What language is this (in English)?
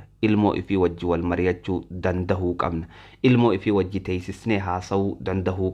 Oromo